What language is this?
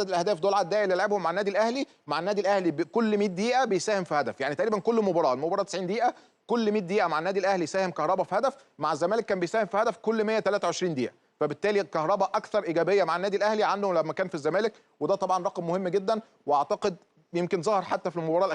Egyptian Arabic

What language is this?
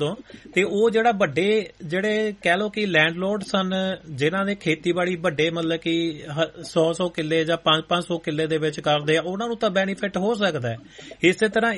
Punjabi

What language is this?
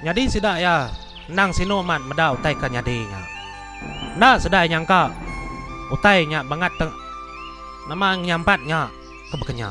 Iban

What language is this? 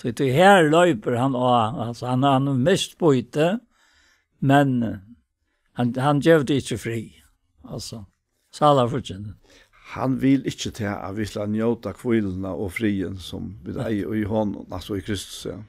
Faroese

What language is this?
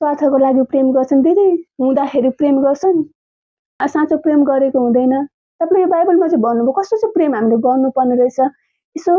Nepali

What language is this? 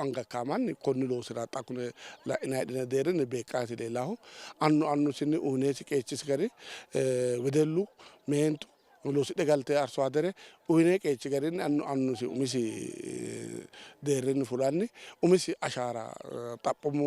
Sidamo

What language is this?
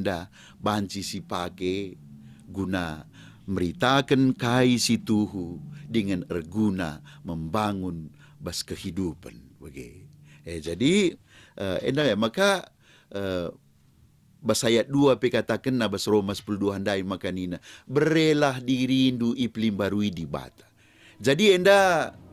Batak Karo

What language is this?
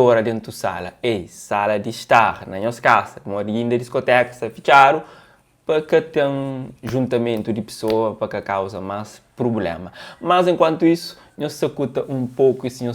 Kabuverdianu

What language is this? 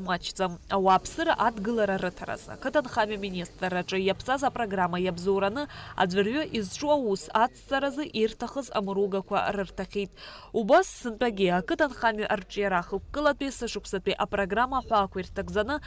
Abkhazian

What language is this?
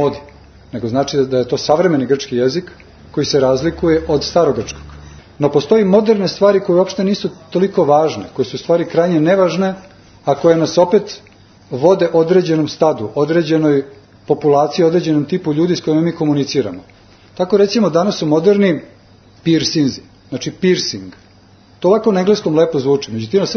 Serbian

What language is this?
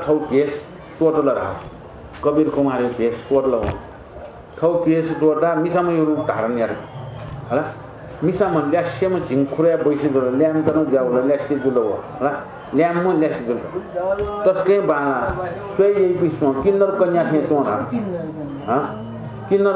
Newari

